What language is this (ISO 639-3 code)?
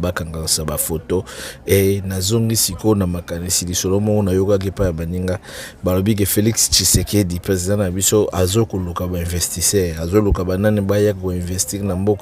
lin